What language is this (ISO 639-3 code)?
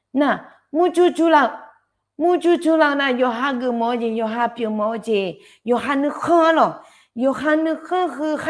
ahk